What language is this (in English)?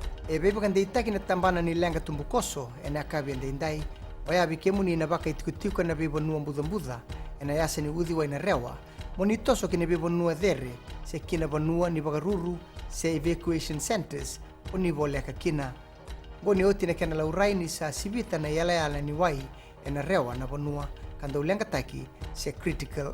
Fijian